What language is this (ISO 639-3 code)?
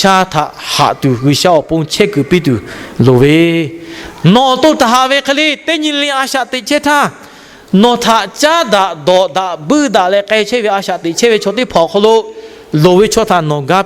lhu